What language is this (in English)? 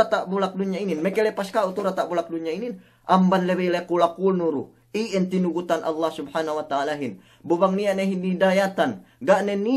Yakan